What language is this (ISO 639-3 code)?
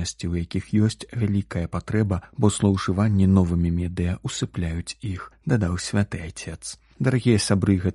bel